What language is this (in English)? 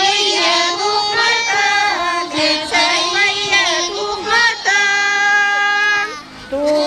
Chuvash